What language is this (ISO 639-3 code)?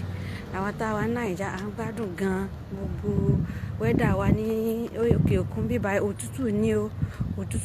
yor